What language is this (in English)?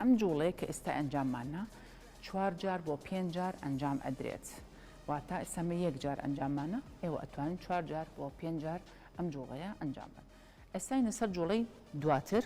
Central Kurdish